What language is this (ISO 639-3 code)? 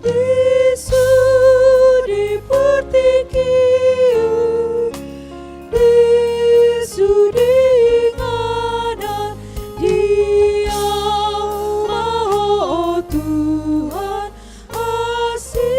bbc